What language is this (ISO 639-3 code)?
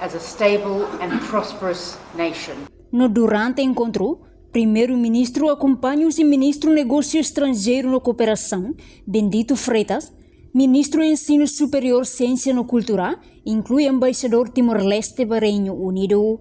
tet